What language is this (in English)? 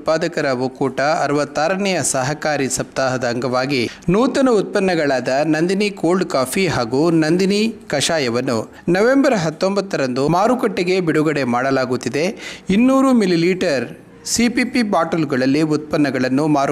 Kannada